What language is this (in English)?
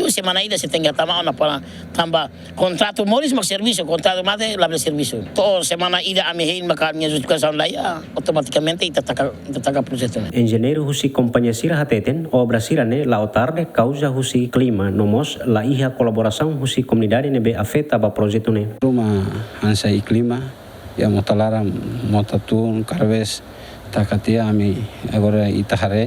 Tetum